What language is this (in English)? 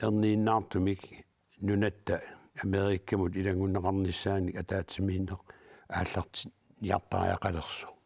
Kalaallisut